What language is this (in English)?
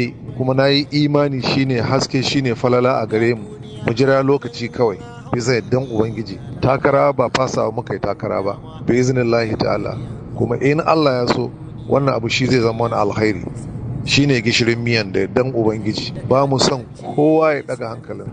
Hausa